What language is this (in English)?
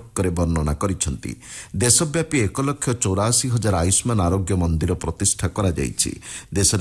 Odia